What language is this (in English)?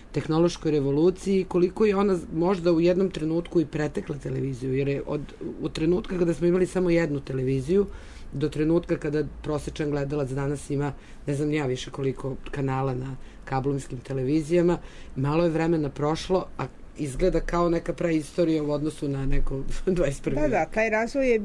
Serbian